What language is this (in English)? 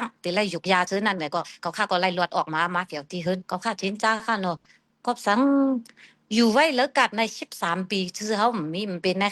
Shan